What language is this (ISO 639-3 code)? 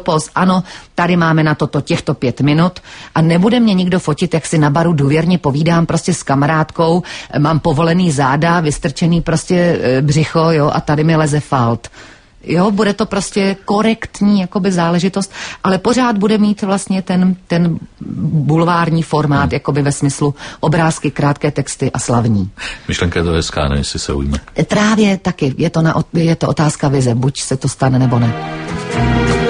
ces